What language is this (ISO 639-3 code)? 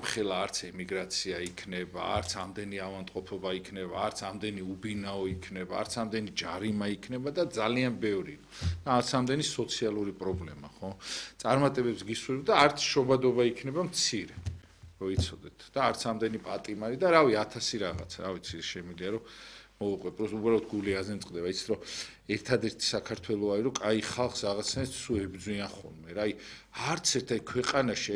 kat